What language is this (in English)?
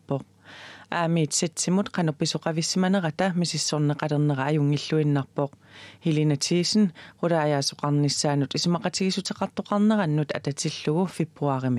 Kalaallisut